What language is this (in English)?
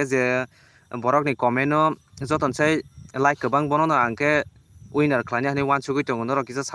Kok Borok